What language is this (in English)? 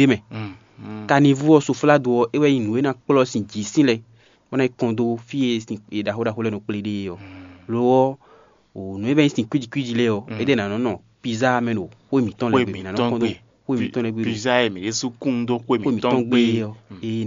Fon